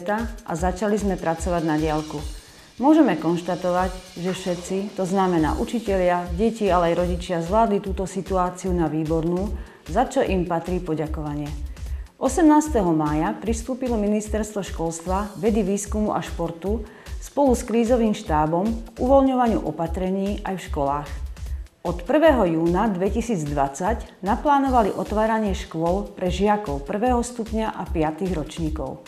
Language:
Slovak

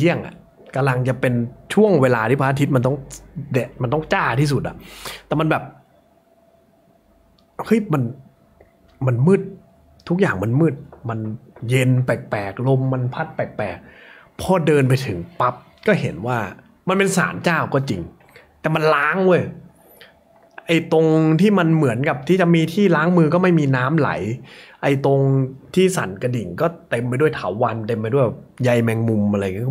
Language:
Thai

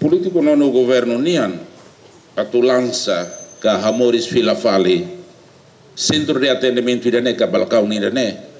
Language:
Tetum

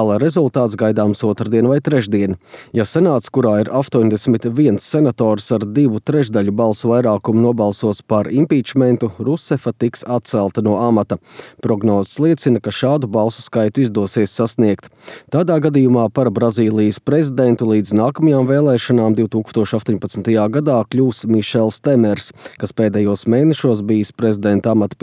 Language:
Latvian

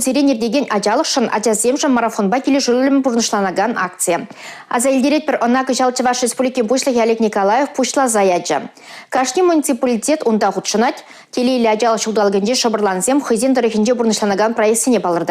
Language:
Chuvash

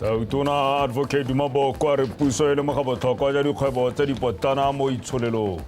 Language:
Tswana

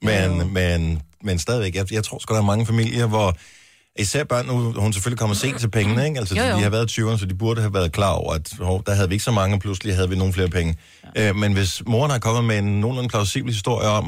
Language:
Danish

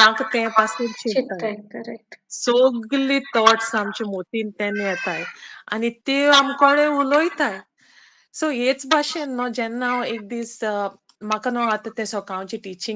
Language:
Konkani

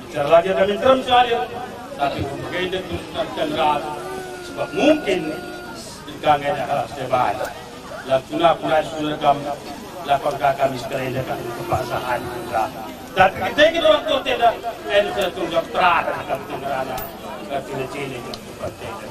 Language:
Batak Karo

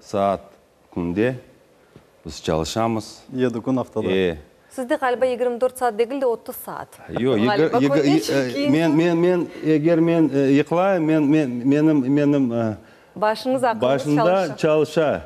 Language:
Crimean Tatar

